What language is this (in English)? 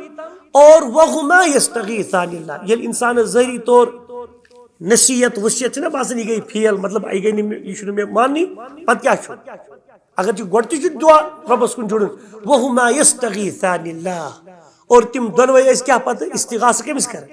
Kashmiri